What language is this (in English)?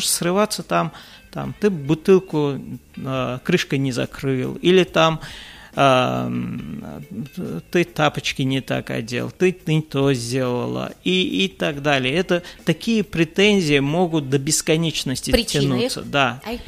Russian